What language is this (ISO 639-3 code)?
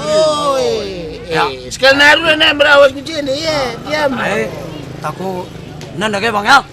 btx